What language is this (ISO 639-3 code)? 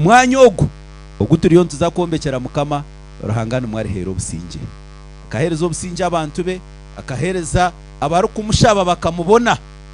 nyn